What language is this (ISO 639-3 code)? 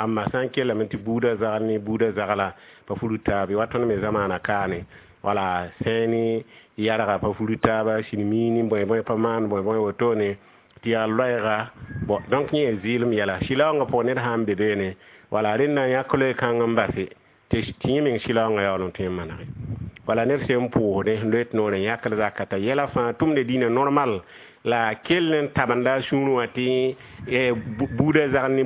mos